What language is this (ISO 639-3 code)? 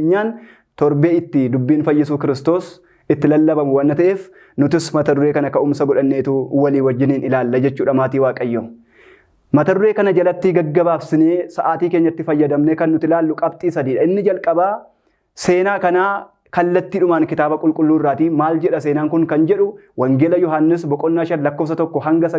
orm